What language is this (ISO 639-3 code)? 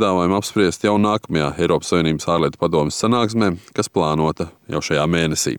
lav